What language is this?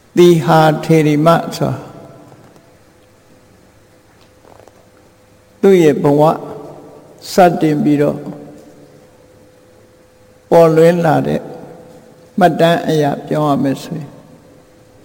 Burmese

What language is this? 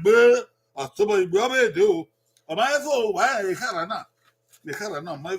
Bini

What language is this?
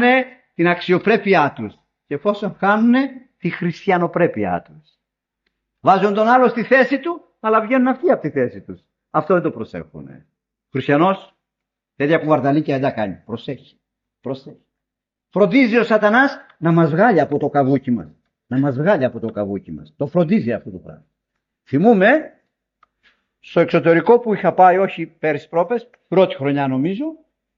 Greek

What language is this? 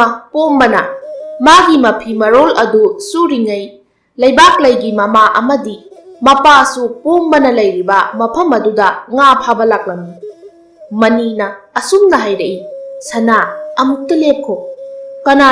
Manipuri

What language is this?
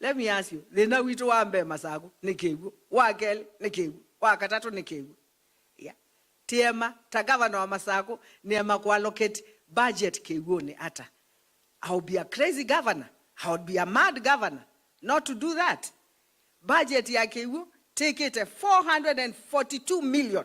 Kamba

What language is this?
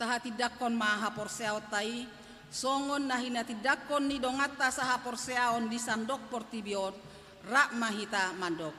Batak Toba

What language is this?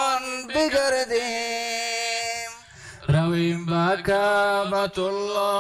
Persian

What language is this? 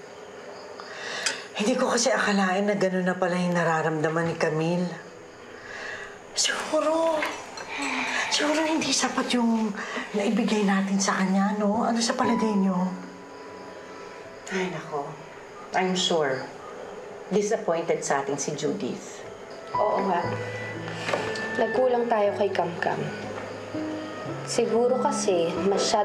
Filipino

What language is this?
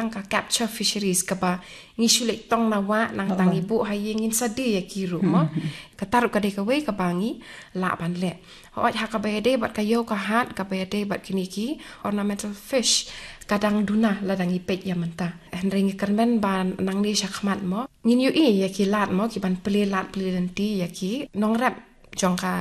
Khasi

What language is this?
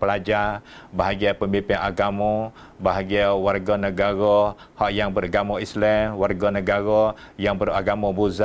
Malay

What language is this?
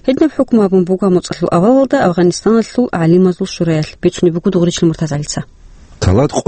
Avaric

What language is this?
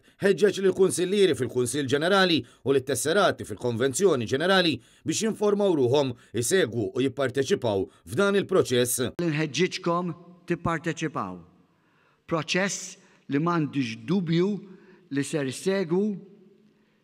Maltese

